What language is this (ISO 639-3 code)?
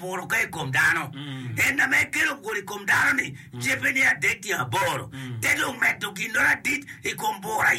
ach